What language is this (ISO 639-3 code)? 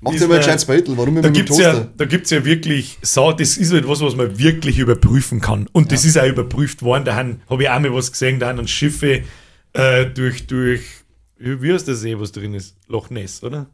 bar